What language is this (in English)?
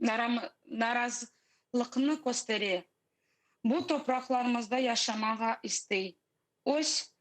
Crimean Tatar